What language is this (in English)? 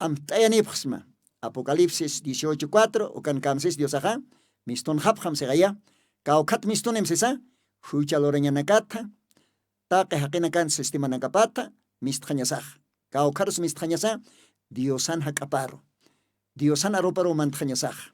Aymara